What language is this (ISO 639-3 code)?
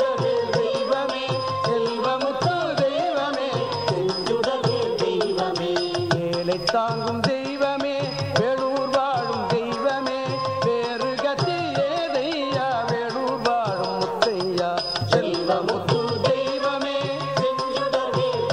tam